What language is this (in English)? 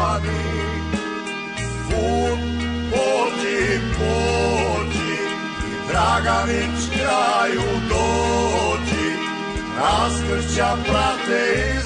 Croatian